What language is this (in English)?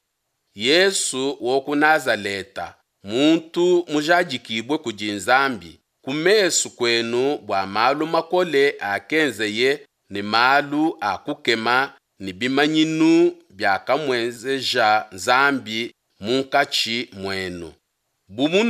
Luba-Lulua